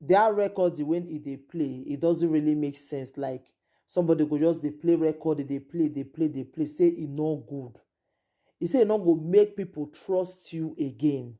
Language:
Nigerian Pidgin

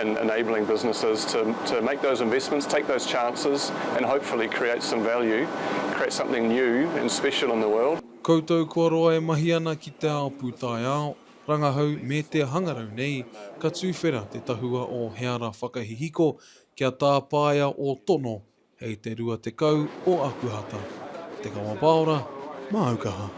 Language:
Māori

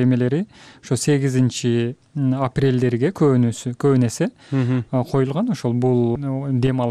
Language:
Kyrgyz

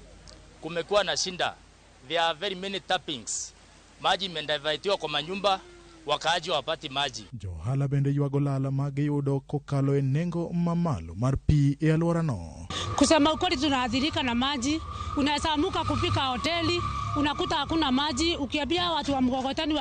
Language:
Luo (Kenya and Tanzania)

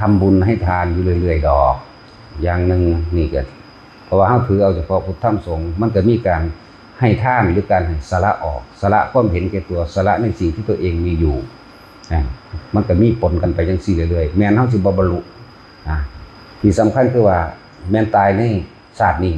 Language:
Northeastern Thai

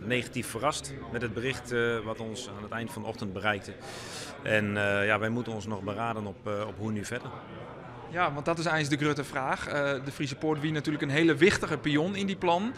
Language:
Western Frisian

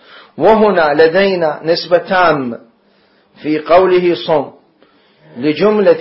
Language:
Mesopotamian Arabic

